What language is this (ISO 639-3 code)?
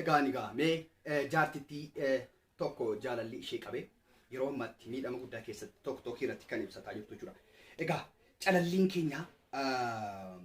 orm